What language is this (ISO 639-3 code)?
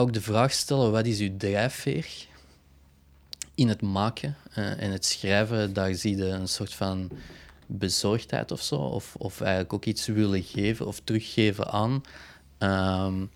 nld